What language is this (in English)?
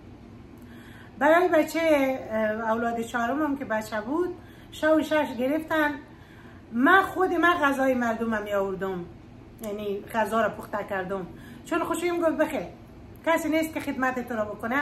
Persian